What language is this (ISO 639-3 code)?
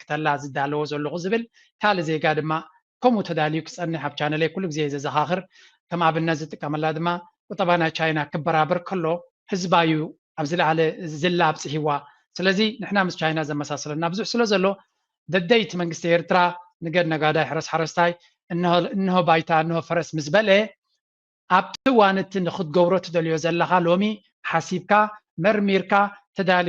tir